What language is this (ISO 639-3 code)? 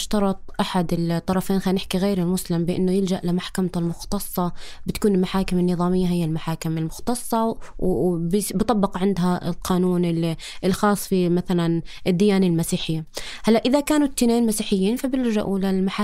apc